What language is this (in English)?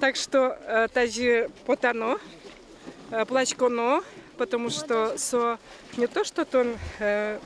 Udmurt